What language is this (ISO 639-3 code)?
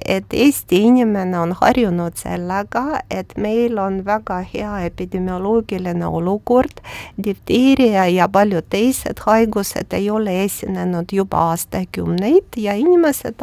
est